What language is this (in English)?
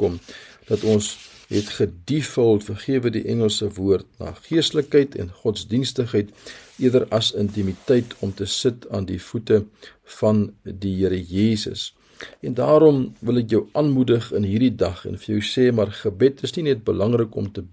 Afrikaans